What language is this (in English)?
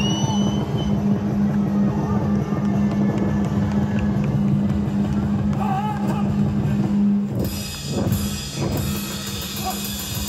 Tamil